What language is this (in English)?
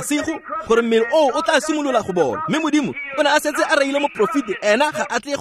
Tswana